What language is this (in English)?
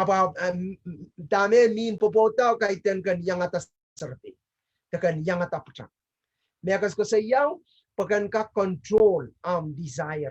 Pohnpeian